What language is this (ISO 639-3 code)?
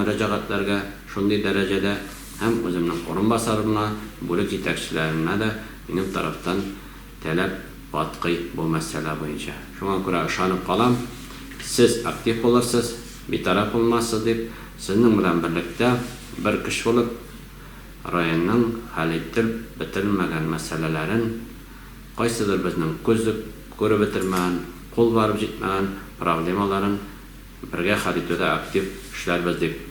tat